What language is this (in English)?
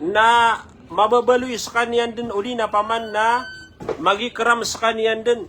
Maranao